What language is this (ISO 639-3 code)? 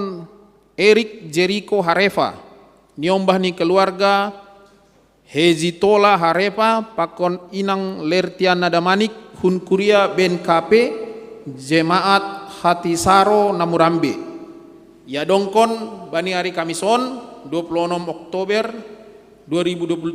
bts